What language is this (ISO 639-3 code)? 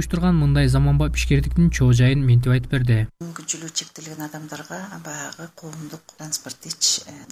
kir